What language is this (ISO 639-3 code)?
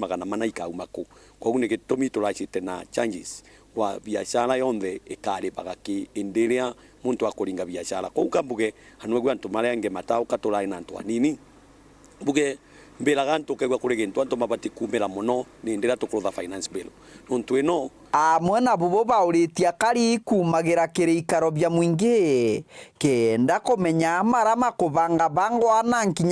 mer